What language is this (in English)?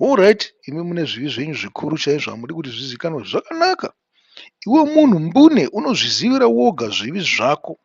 Shona